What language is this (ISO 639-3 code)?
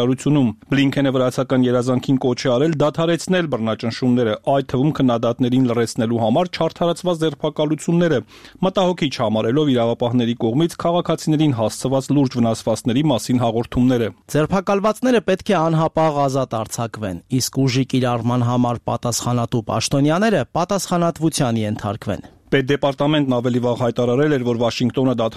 hye